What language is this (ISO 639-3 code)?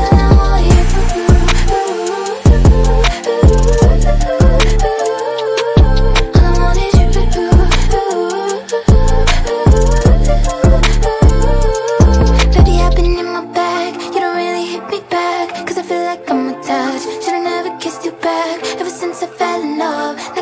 eng